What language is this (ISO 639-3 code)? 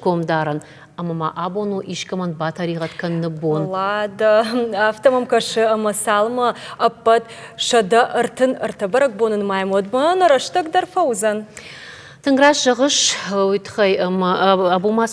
oss